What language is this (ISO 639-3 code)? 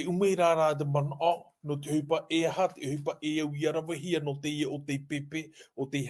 tah